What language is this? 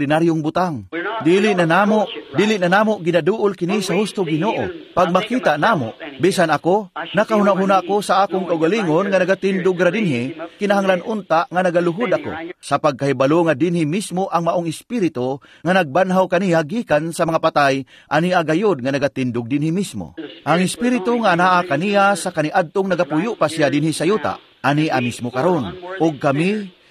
Cebuano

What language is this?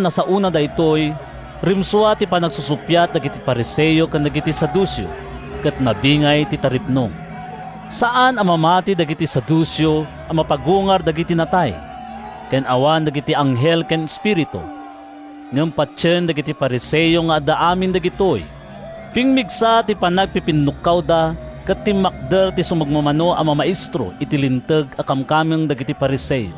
Iloko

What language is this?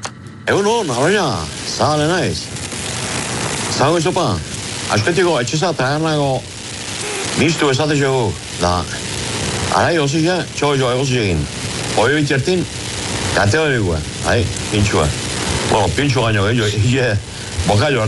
Basque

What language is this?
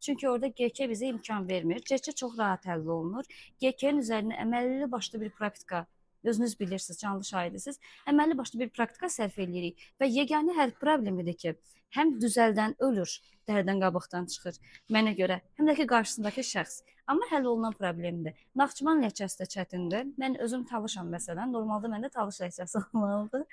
Azerbaijani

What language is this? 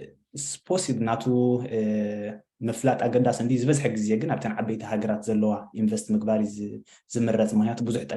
Tigrinya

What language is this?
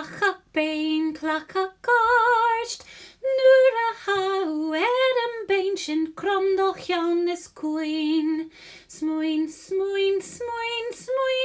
Scottish Gaelic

